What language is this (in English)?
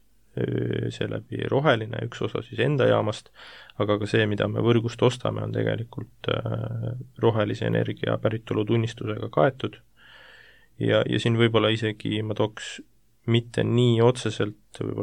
Estonian